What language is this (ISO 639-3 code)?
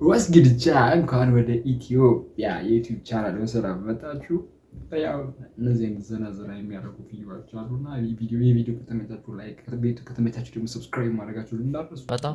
amh